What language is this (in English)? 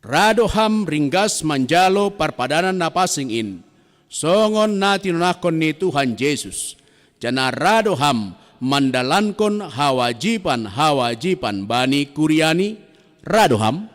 Batak Simalungun